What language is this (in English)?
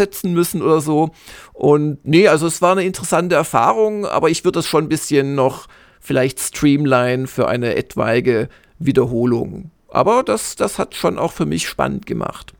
German